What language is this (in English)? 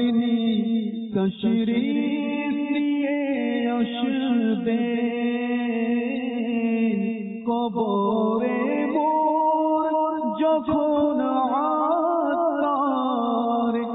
Bangla